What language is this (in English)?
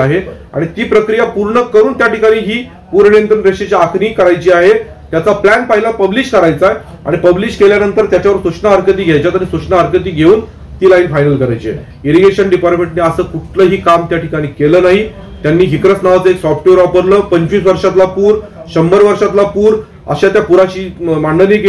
Marathi